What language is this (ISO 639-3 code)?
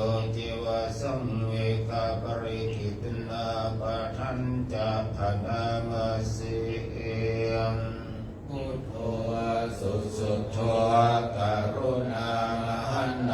pli